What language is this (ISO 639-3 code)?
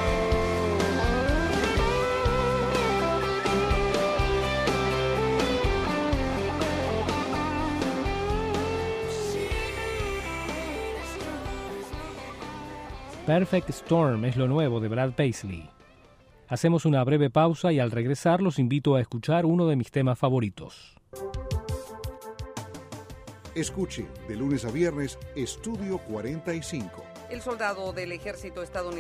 spa